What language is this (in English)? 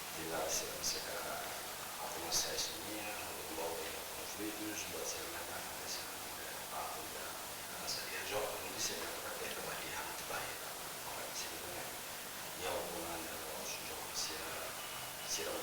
Tetum